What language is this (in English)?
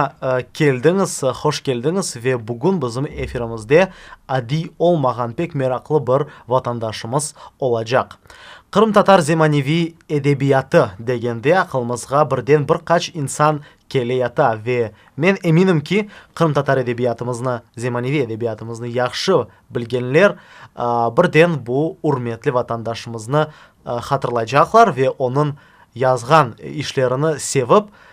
Crimean Tatar